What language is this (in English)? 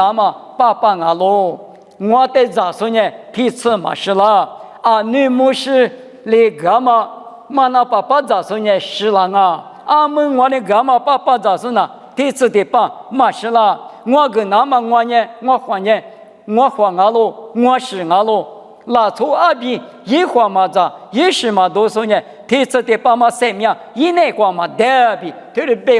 Lisu